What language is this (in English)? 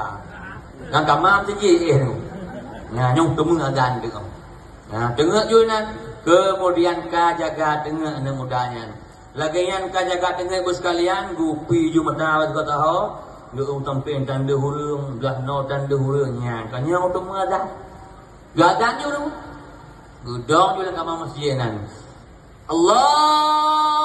Achinese